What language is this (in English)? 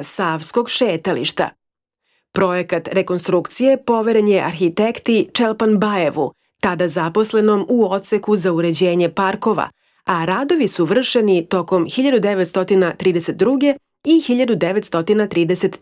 Serbian